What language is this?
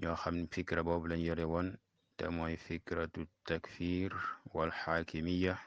Wolof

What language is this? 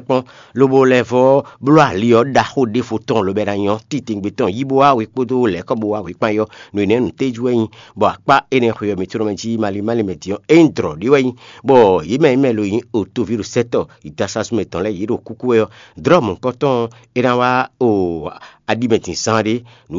Fon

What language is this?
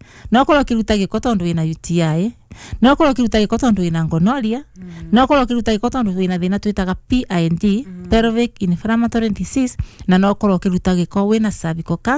Kikuyu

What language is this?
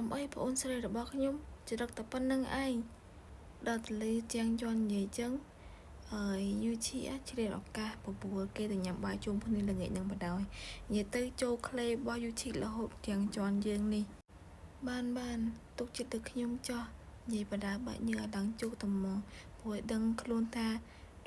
Khmer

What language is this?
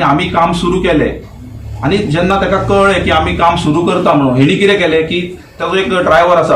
Konkani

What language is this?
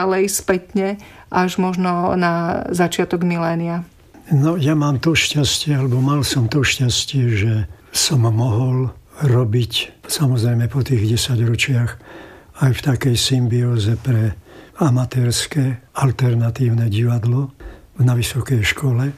Slovak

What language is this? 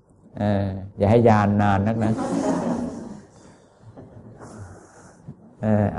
Thai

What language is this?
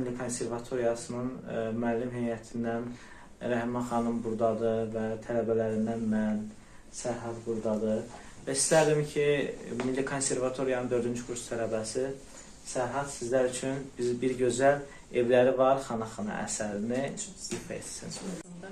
Azerbaijani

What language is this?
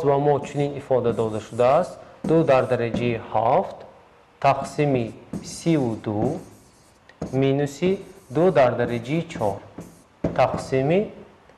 Tajik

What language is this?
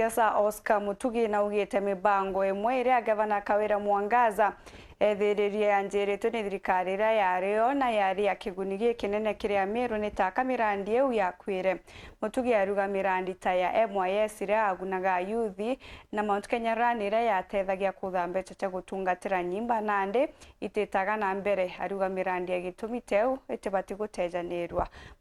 Meru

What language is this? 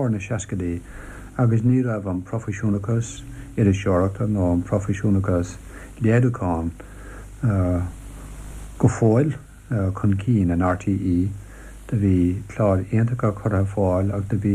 Irish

